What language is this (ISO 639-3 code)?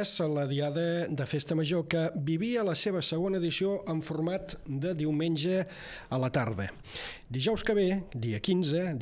cat